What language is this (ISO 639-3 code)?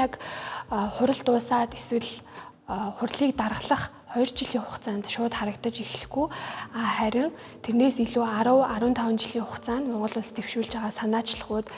mon